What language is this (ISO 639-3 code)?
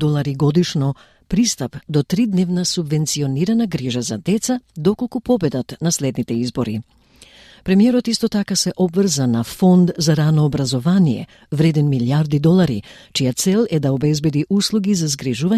mkd